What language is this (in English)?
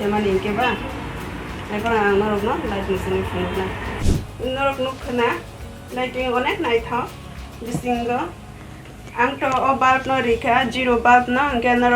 Kok Borok